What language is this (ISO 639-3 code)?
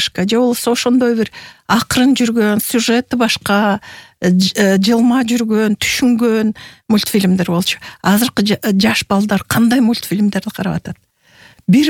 kir